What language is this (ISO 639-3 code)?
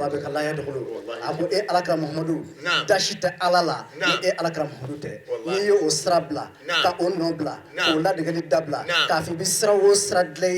bam